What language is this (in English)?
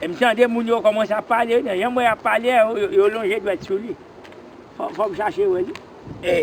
Haitian Creole